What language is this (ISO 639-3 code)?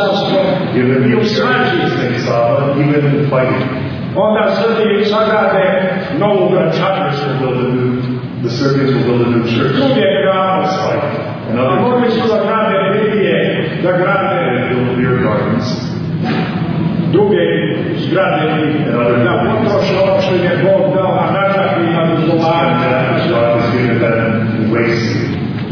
srp